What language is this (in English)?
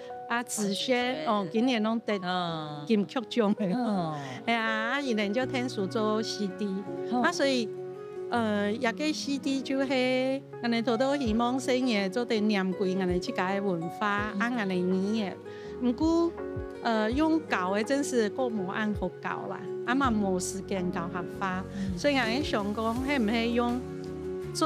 Hakka Chinese